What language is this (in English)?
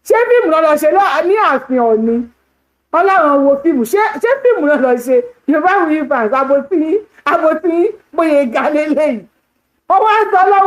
Yoruba